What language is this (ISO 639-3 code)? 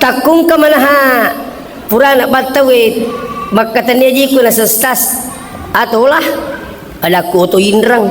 bug